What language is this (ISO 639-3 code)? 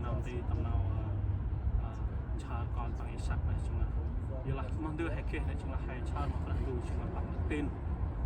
cmo